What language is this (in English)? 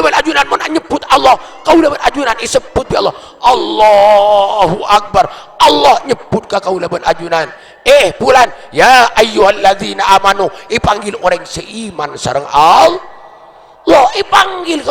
Madurese